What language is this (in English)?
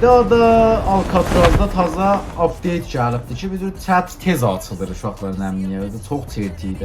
South Azerbaijani